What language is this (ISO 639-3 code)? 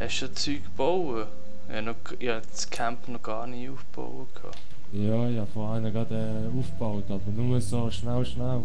gsw